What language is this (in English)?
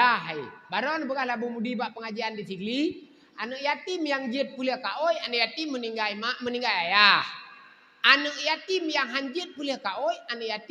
Achinese